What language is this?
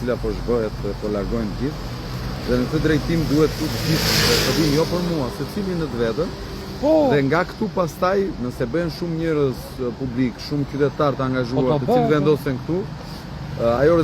Albanian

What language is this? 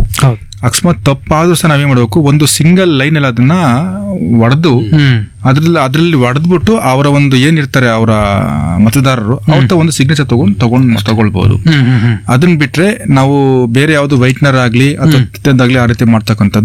Kannada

